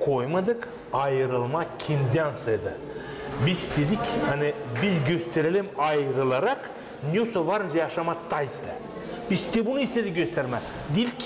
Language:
Gagauz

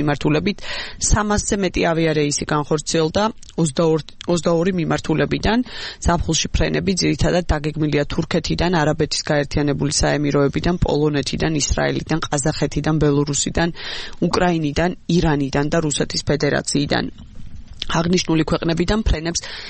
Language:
Georgian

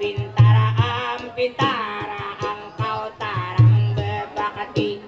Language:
Banjar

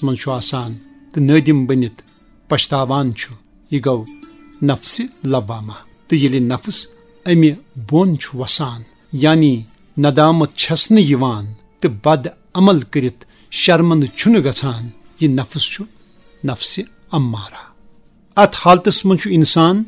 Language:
Kashmiri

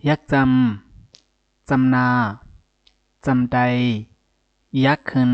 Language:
Shan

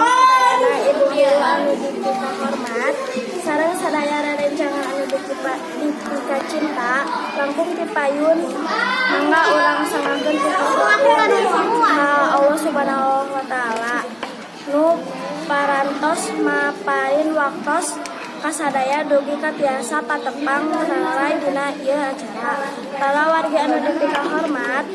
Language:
Sundanese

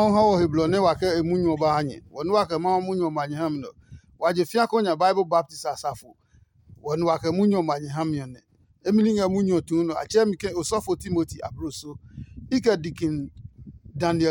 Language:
Adangme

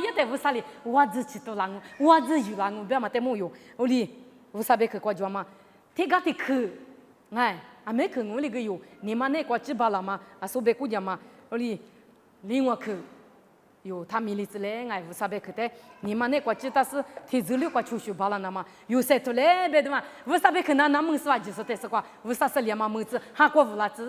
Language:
Lisu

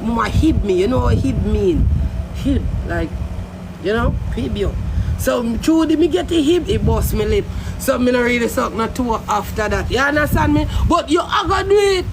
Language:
Jamaican Creole English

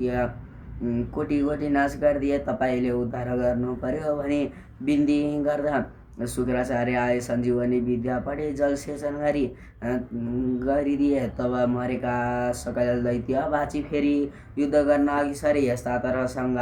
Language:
Nepali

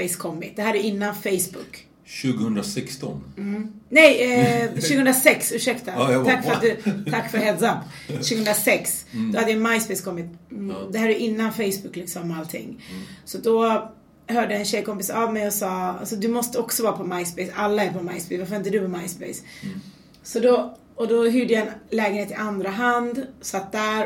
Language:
Swedish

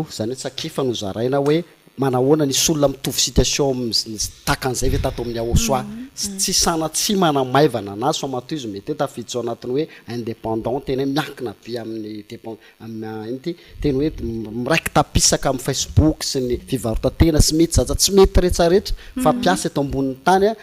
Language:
Malagasy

